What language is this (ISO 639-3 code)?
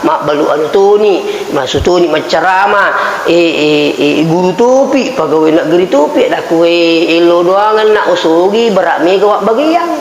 bug